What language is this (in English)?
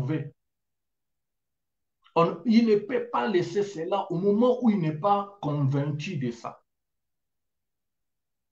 French